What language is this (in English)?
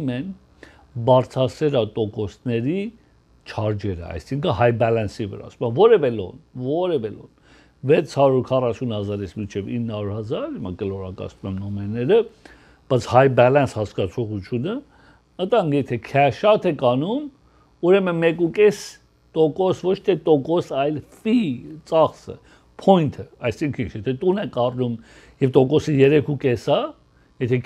Armenian